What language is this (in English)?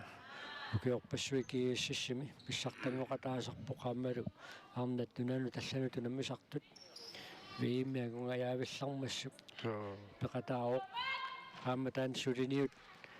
Kalaallisut